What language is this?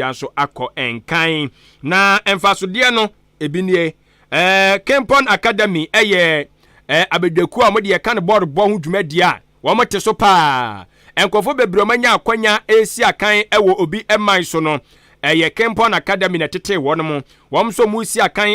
Akan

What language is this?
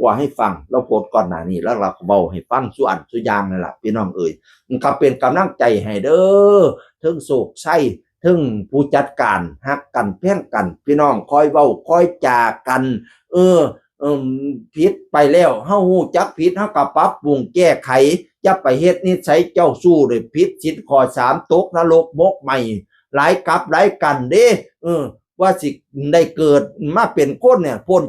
Northeastern Thai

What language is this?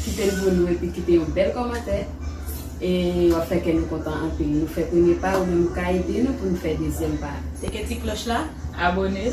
Haitian Creole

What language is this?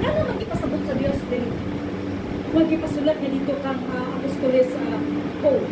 Cebuano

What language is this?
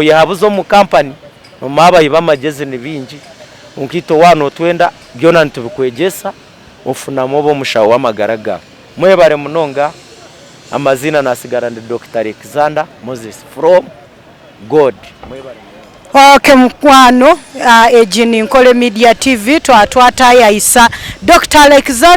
Nyankole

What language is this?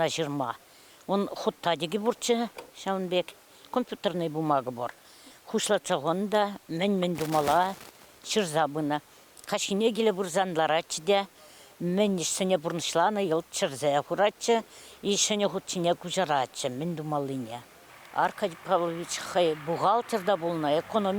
Chuvash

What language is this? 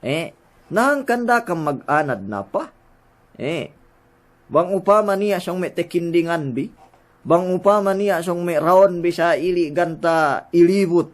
Yakan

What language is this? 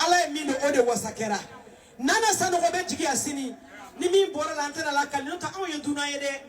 Bambara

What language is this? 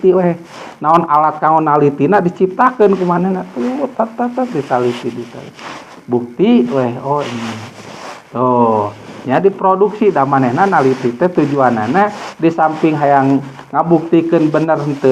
Sundanese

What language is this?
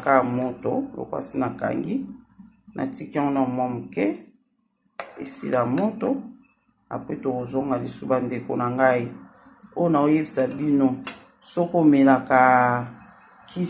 Lingala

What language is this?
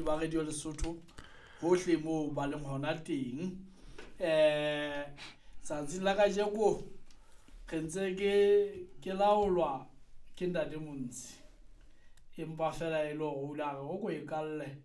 Southern Sotho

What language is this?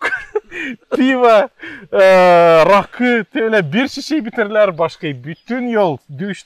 Gagauz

